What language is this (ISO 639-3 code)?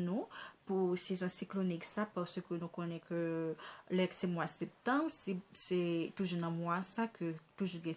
hat